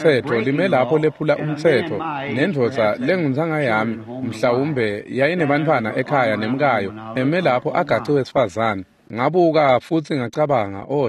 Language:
Swati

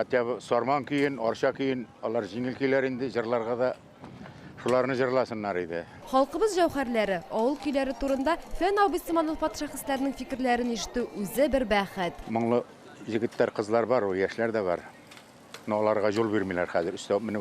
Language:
Tatar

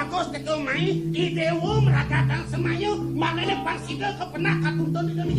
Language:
Balinese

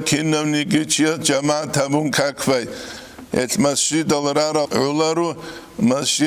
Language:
Avaric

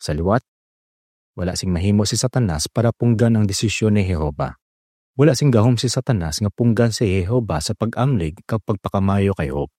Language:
Hiligaynon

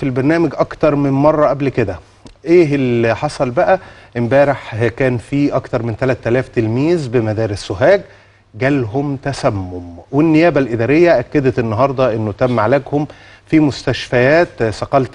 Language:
Egyptian Arabic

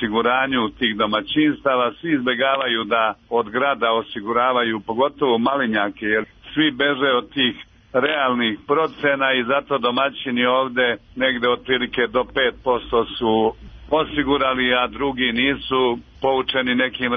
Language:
Serbian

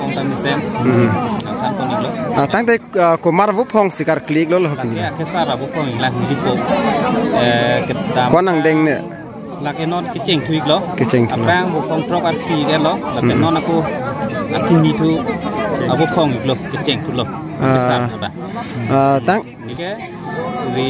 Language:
Karbi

